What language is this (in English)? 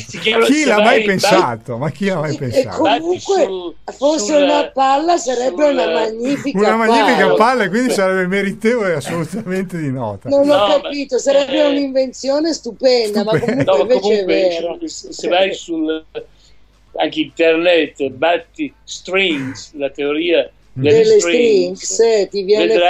Italian